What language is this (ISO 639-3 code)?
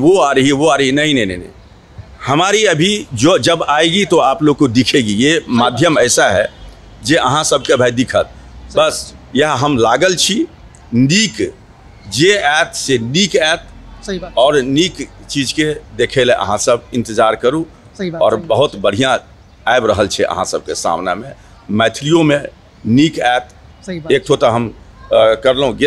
mai